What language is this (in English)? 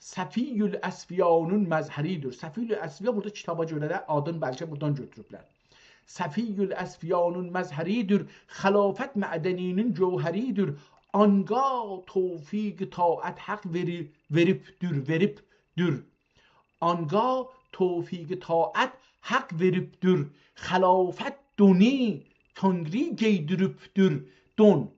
South Azerbaijani